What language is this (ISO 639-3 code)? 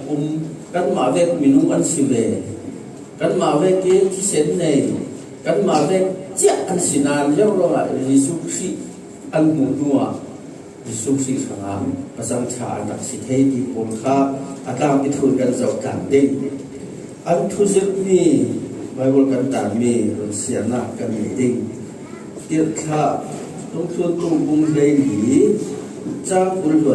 cfm